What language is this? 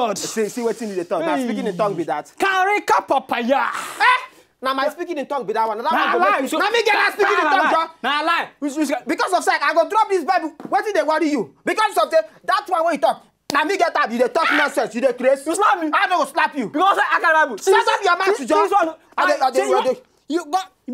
Nigerian Pidgin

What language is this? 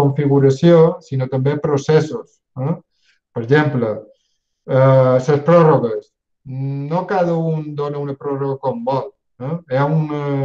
Catalan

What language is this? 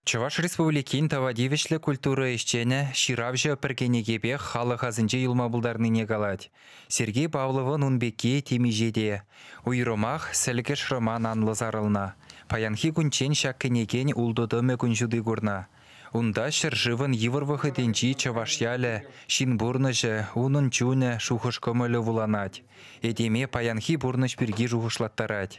Chuvash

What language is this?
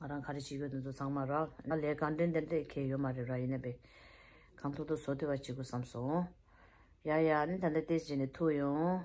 Tibetan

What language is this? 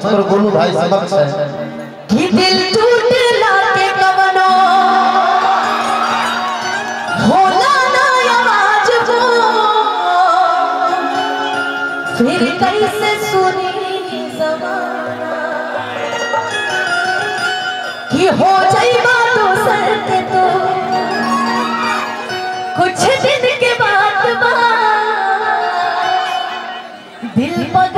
Bhojpuri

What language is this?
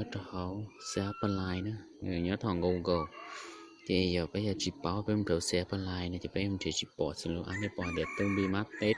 Hmong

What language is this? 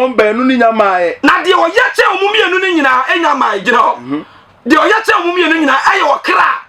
Akan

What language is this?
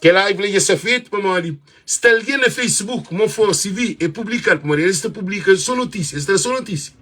Kabuverdianu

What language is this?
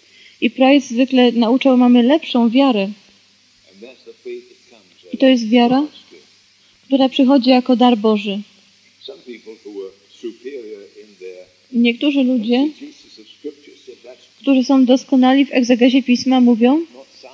Polish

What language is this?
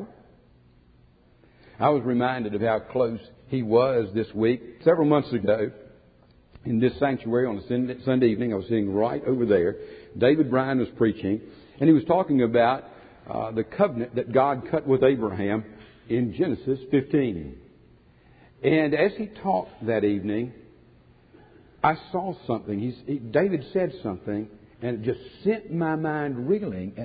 English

